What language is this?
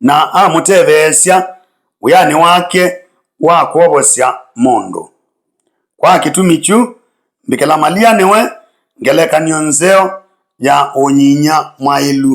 Kamba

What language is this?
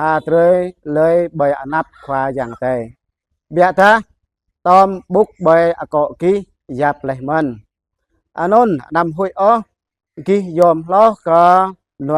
Jarai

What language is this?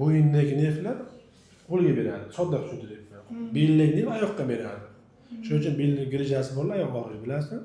Uzbek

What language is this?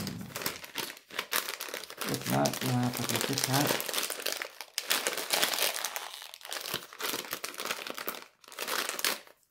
Swedish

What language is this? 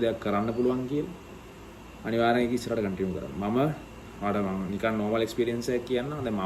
Sinhala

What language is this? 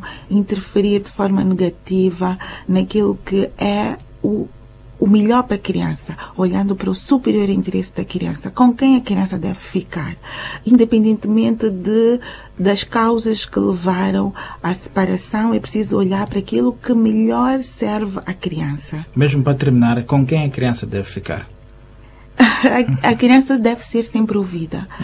Portuguese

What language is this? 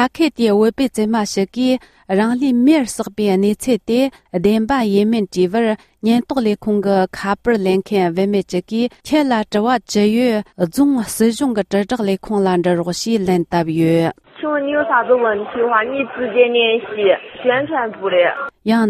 Tibetan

